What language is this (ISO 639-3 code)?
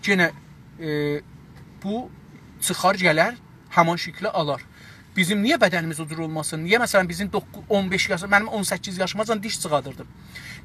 azb